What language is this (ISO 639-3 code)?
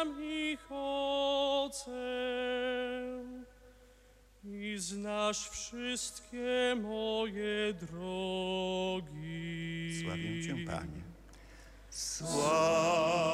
pol